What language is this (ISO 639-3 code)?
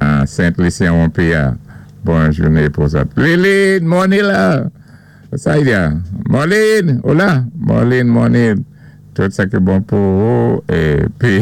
acf